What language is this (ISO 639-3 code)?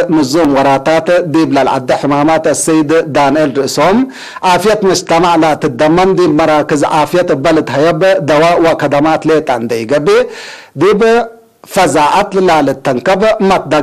tig